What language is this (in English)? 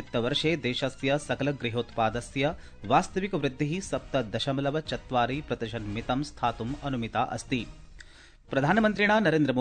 Sanskrit